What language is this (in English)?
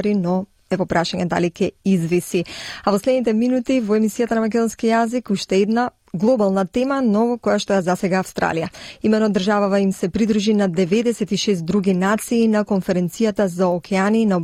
Macedonian